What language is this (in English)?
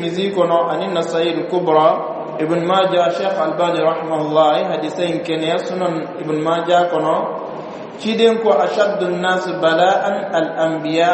Bambara